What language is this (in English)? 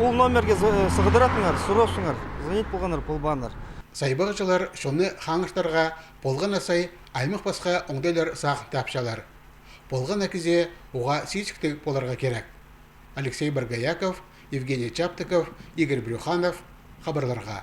Khakas